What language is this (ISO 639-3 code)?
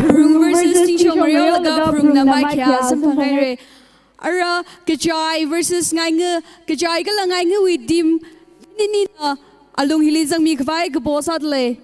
nmf